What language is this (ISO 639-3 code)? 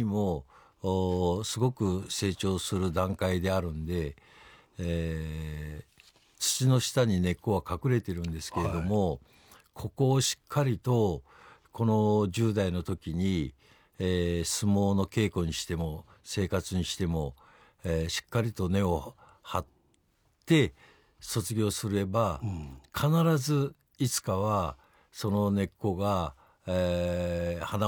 jpn